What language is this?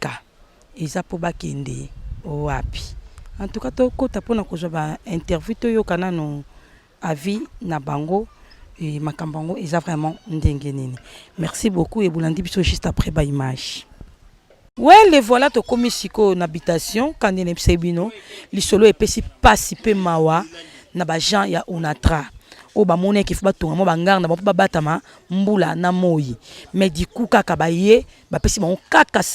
Lingala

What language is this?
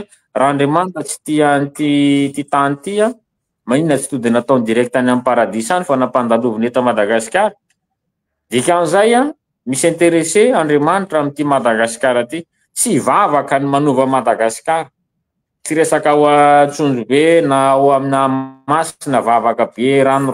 Malagasy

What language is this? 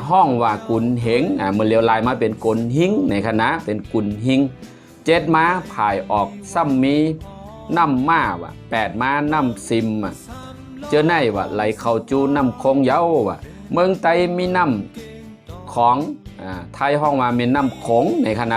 Shan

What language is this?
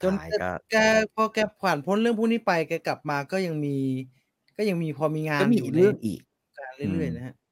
Thai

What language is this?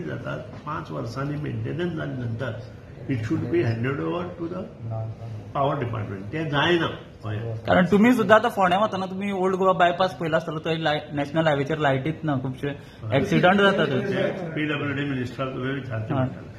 Konkani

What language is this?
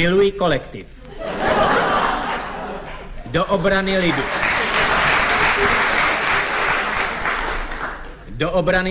Czech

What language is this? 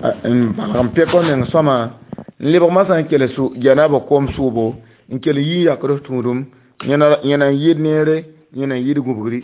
Mossi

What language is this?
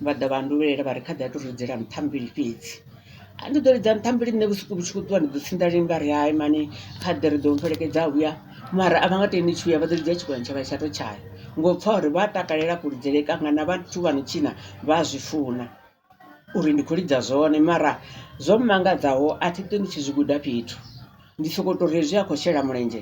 Venda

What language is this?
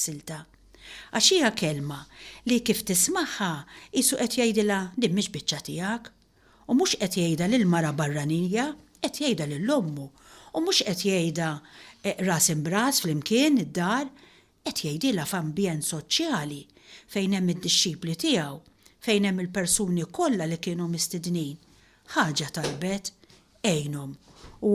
Maltese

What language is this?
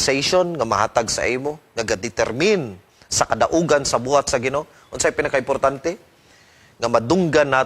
Cebuano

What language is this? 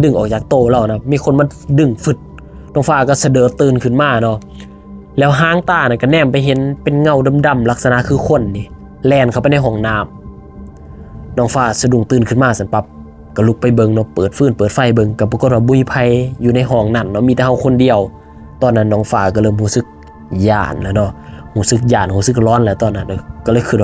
Lao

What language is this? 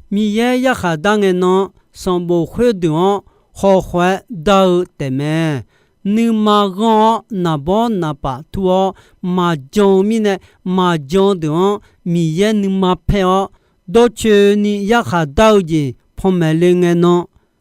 Akha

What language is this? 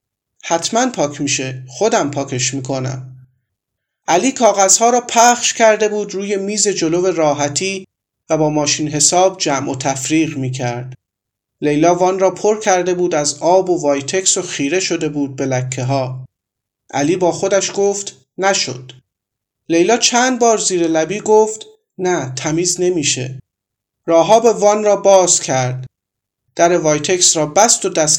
Persian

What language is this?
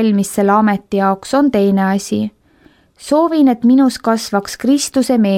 Estonian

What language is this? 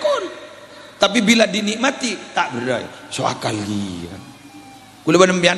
Madurese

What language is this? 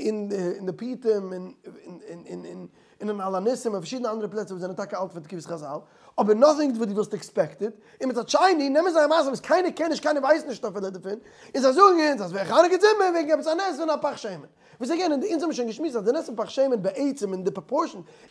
Yiddish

